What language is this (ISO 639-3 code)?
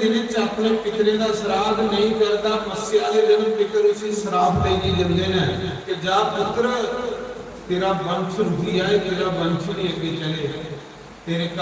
doi